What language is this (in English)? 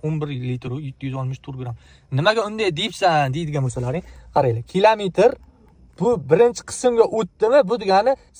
Uzbek